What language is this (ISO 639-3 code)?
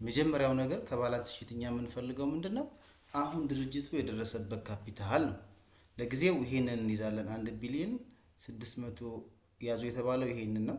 amh